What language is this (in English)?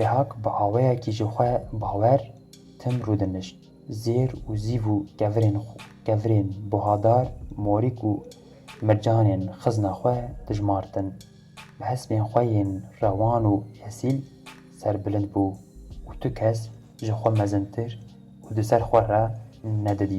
Kurdish